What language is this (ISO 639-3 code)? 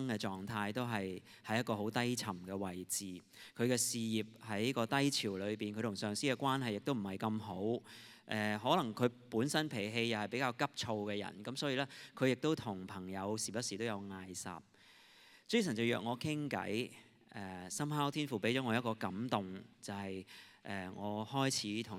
yue